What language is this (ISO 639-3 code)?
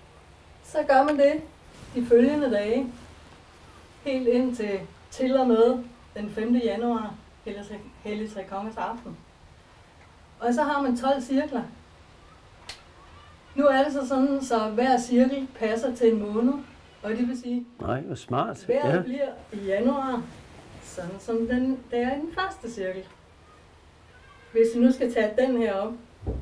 dan